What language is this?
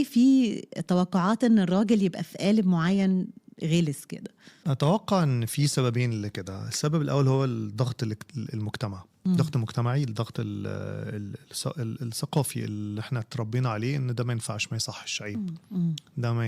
Egyptian Arabic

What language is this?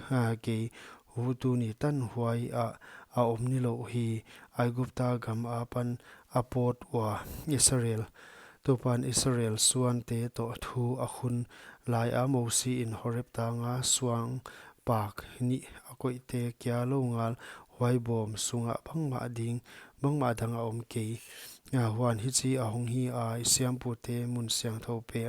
Paite Chin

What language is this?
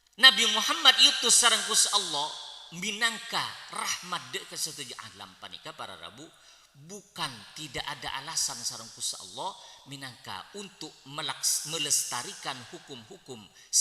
Madurese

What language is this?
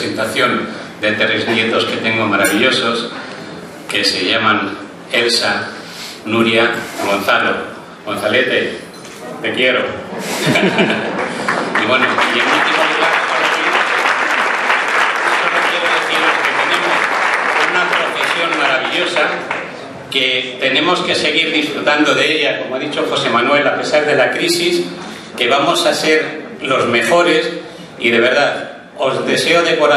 Spanish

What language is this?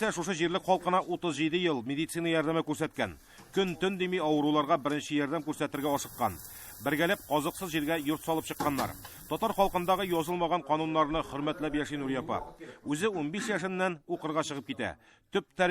Tatar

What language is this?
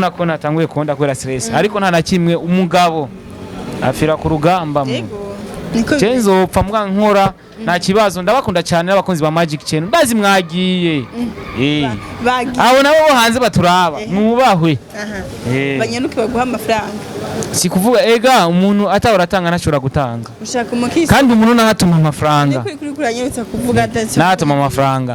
Rundi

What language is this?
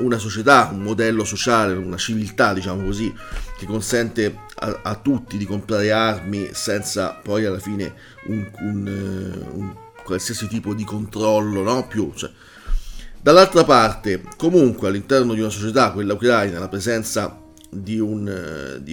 Italian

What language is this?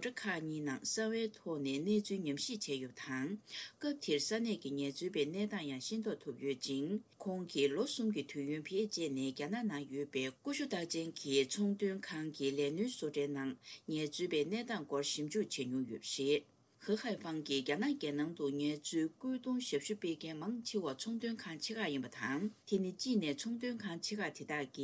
Tibetan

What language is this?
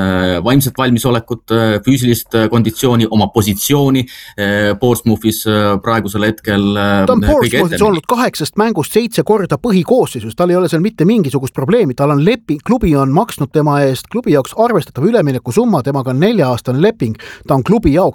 Estonian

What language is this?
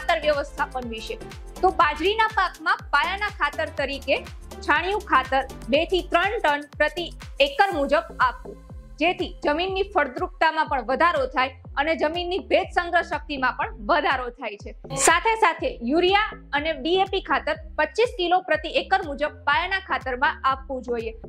Gujarati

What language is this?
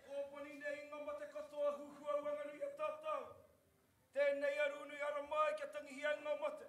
Māori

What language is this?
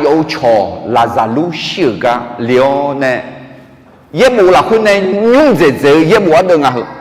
Akha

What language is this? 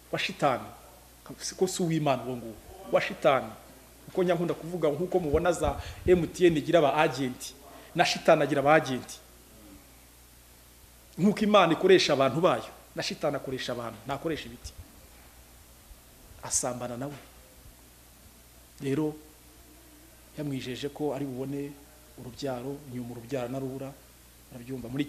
Kinyarwanda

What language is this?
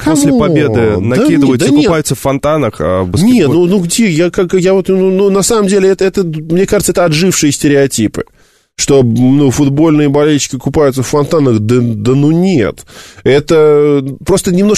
Russian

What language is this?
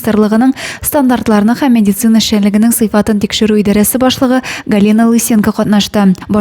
Tatar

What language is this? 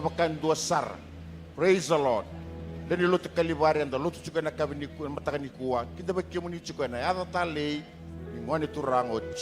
Fijian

